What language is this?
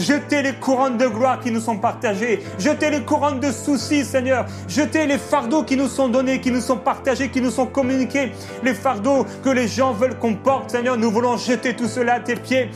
French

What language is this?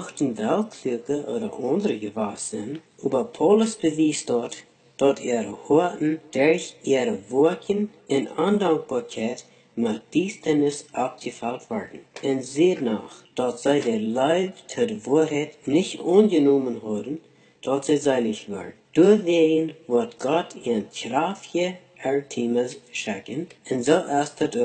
Plautdietsch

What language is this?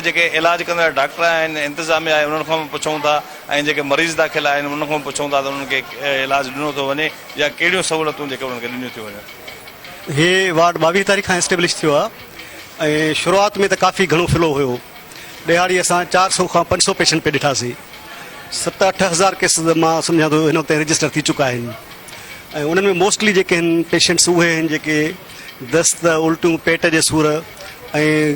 Sindhi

